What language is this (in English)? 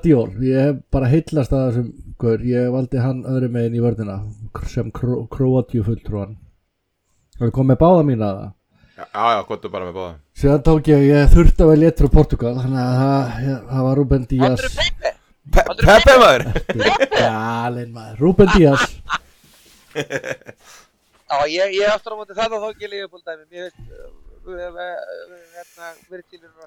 Icelandic